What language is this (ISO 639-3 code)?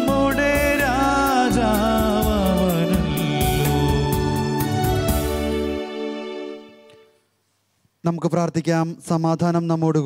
mal